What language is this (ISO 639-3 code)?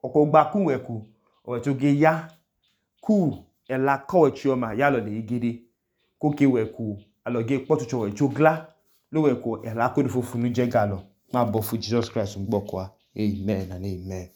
idu